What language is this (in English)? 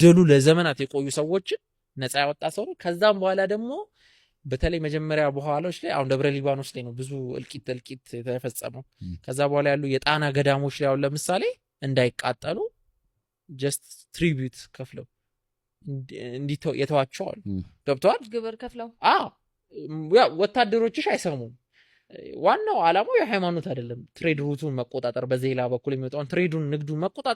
Amharic